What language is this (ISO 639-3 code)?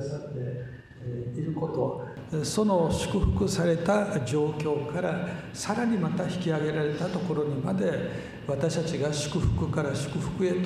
jpn